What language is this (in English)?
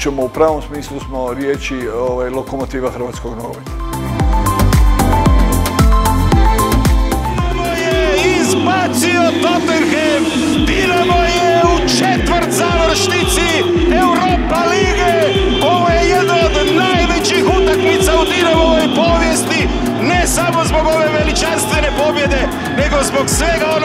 Croatian